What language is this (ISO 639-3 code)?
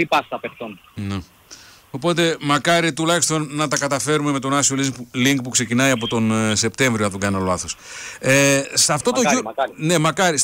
ell